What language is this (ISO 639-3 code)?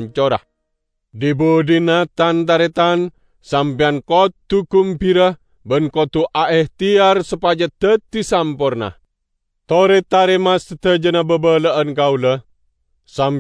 mad